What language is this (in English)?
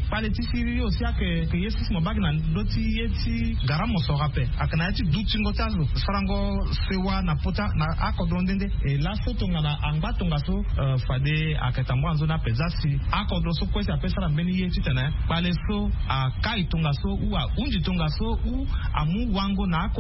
Sango